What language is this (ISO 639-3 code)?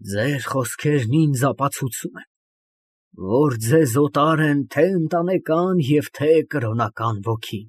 hye